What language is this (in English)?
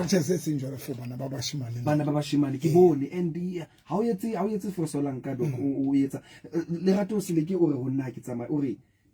Southern Sotho